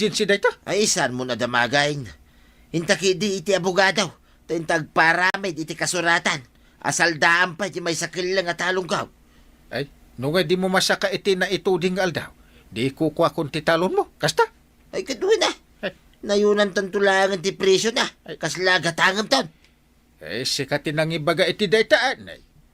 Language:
Iloko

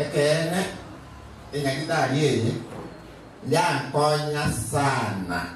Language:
Gusii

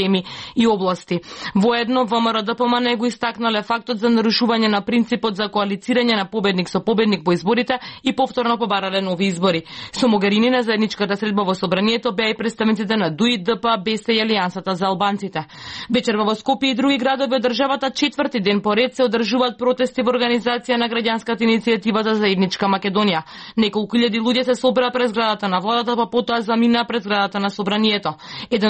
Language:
Macedonian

